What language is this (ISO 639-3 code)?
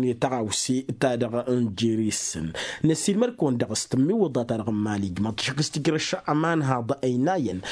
taq